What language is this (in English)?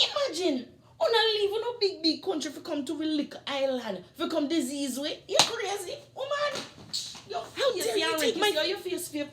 Jamaican Creole English